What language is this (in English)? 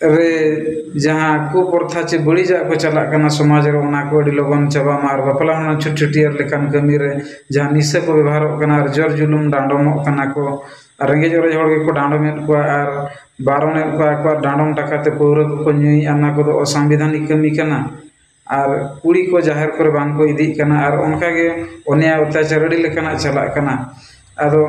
Santali